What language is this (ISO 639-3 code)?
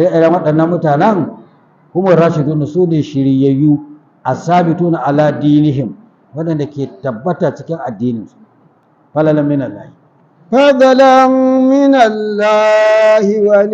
hau